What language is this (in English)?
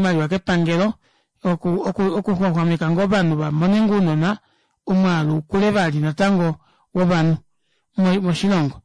Kuanyama